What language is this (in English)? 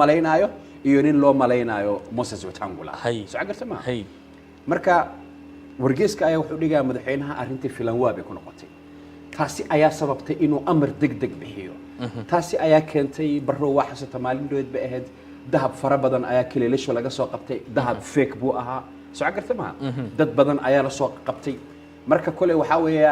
Somali